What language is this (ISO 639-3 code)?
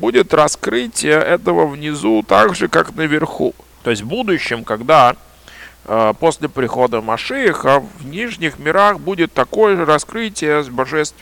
rus